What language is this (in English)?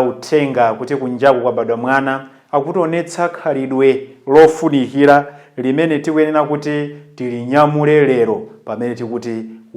Nyanja